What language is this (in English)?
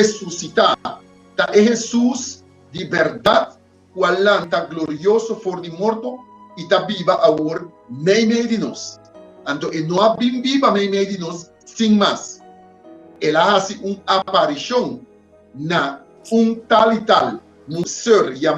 Papiamento